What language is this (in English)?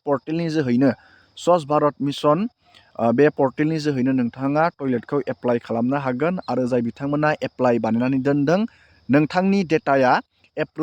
Bodo